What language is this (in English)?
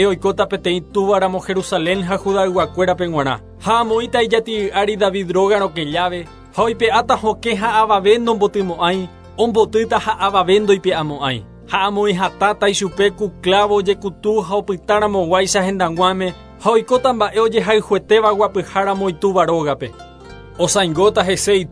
Guarani